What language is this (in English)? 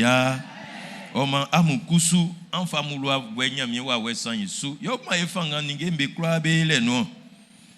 Baoulé